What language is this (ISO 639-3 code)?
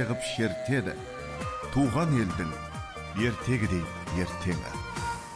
kaz